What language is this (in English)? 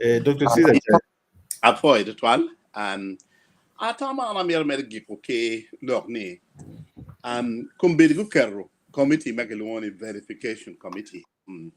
Acoli